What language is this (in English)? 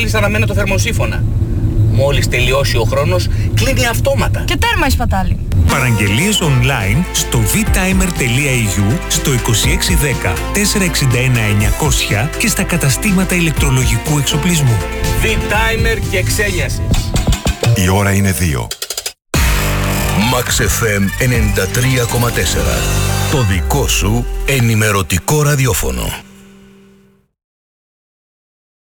Greek